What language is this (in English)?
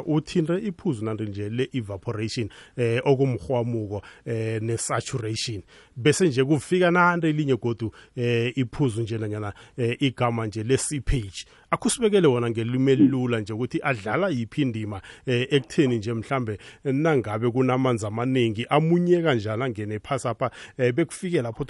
South Ndebele